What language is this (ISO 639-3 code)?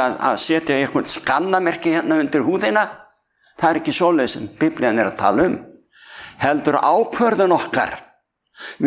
isl